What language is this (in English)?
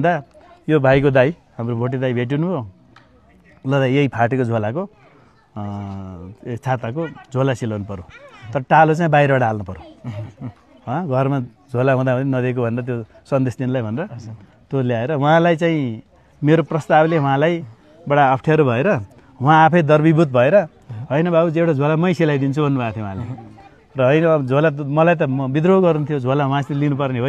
Nepali